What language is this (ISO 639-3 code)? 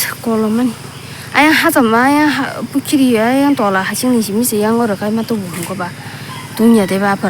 trp